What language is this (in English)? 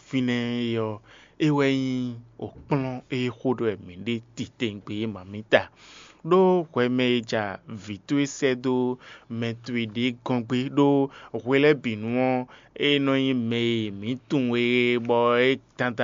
Fon